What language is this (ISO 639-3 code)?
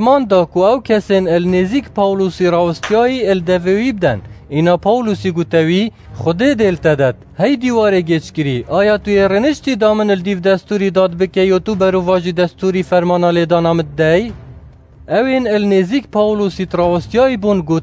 kur